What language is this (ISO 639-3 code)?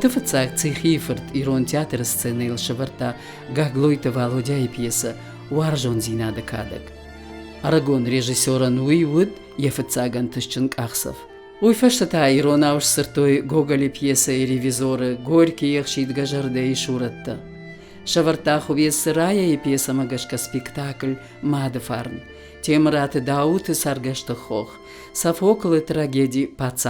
oss